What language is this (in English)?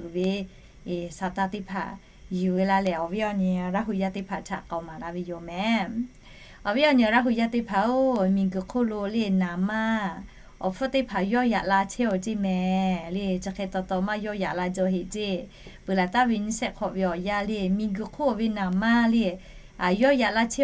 Lahu